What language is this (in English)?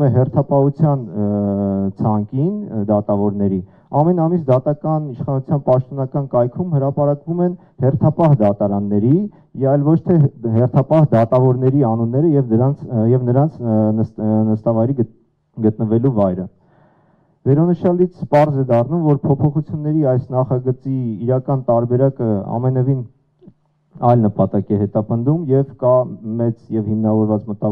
Armenian